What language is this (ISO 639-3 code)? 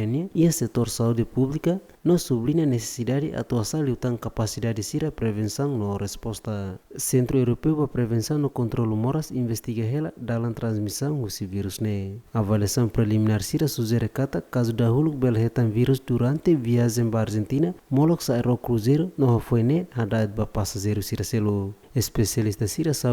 tet